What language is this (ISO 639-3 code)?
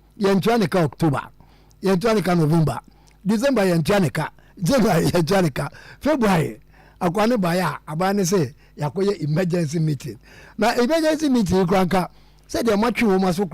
aka